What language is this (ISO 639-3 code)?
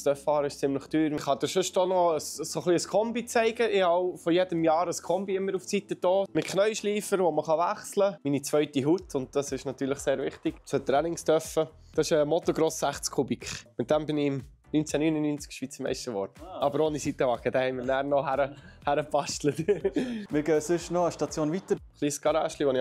gsw